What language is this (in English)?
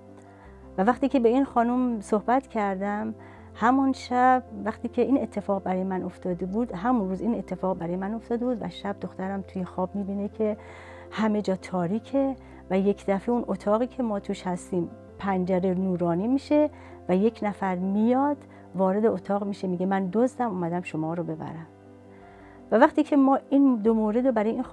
Persian